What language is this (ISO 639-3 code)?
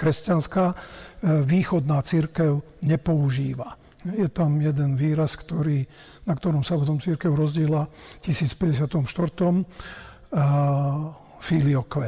slk